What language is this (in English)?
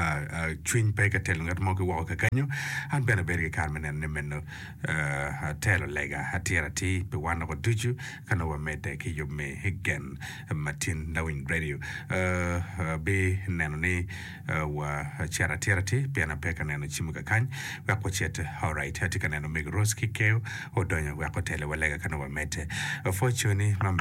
Acoli